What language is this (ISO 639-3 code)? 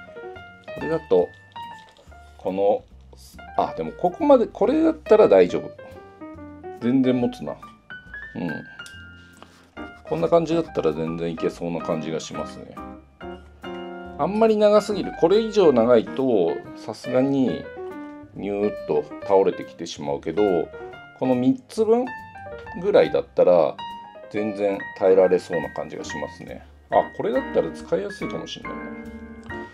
jpn